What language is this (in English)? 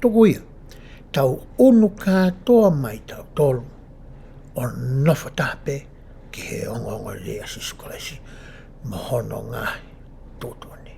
Tongan